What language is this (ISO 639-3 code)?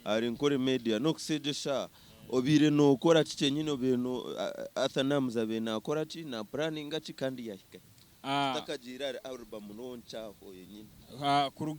nyn